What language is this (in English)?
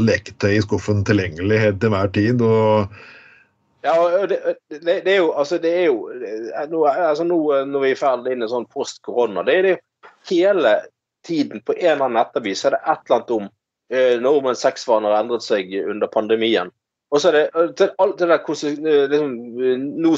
Norwegian